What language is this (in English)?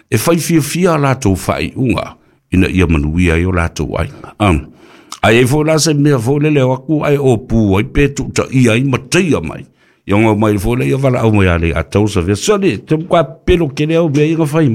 Samoan